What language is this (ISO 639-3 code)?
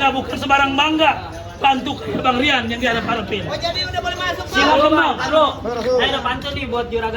bew